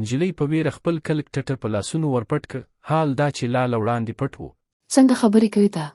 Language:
Pashto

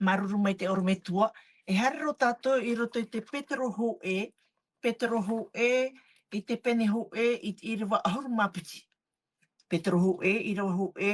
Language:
Tahitian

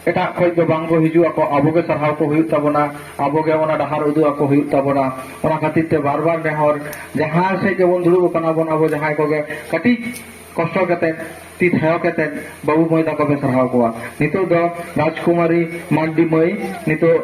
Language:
Santali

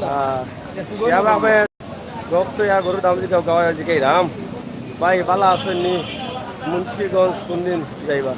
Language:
Sylheti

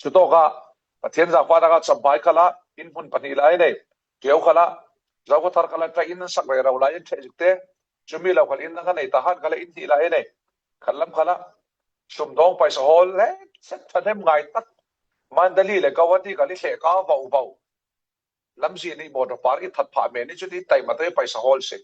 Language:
Falam Chin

